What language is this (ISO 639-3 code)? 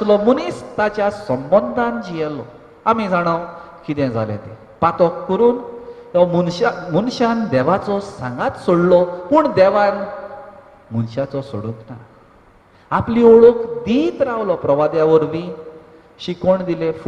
kok